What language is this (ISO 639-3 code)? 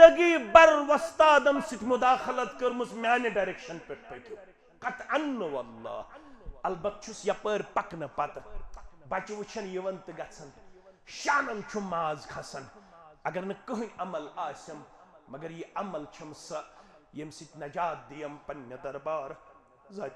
kas